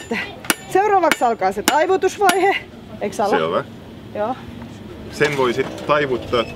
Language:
Finnish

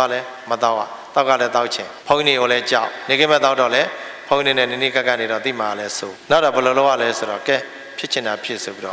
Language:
Burmese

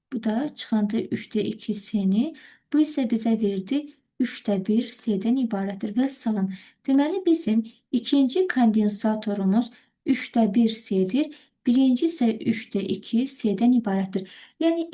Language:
Azerbaijani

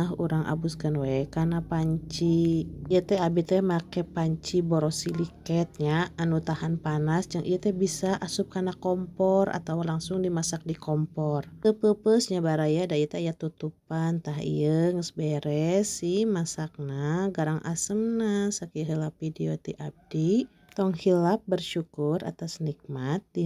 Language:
Sundanese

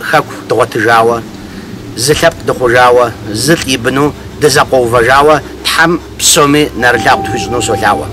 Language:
Kabardian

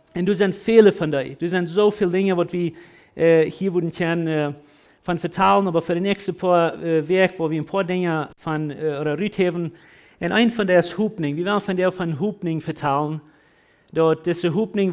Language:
Plautdietsch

